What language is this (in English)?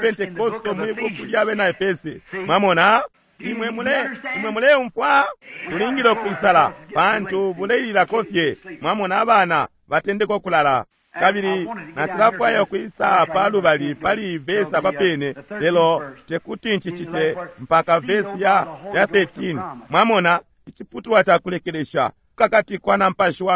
Bemba